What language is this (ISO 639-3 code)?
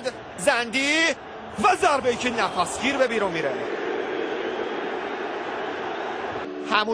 fas